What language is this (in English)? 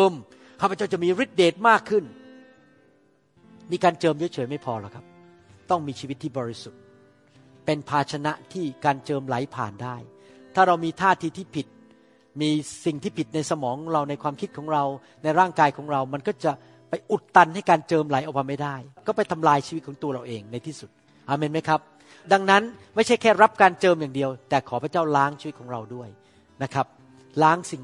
Thai